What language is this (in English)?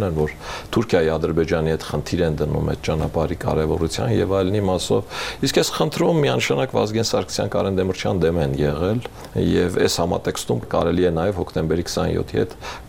Armenian